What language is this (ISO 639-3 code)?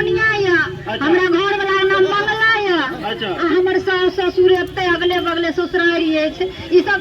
mai